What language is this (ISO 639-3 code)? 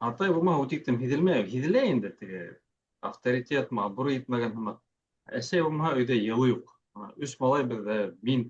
bak